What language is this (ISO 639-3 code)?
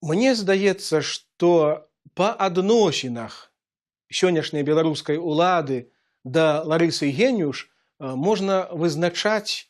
bel